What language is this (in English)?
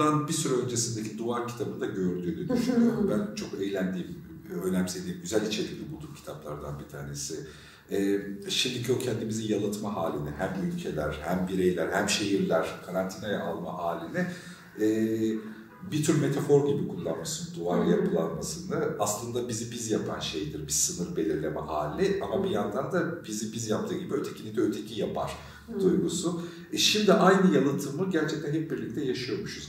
Turkish